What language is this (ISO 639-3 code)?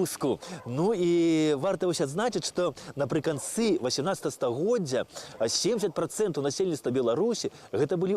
bel